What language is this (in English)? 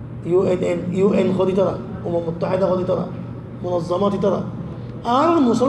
Rohingya